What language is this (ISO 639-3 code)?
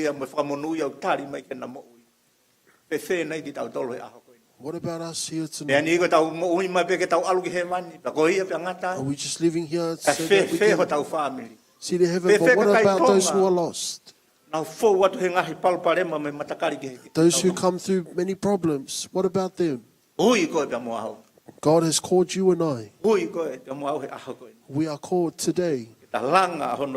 ton